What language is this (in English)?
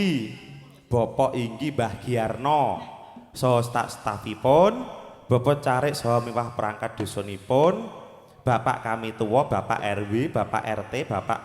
Javanese